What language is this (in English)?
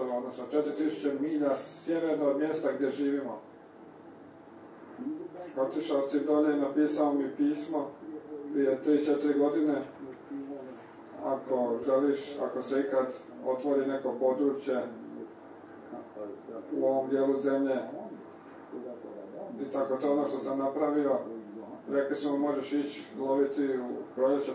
Croatian